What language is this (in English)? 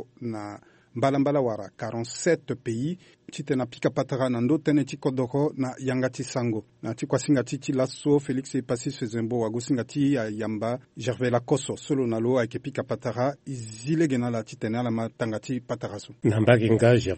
Sango